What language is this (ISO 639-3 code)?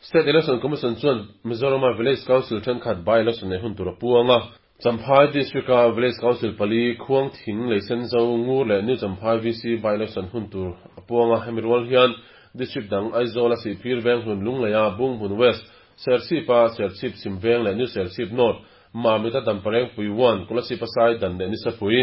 lus